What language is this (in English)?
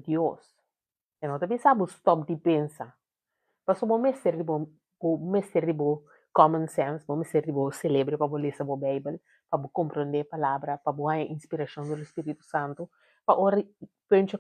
Papiamento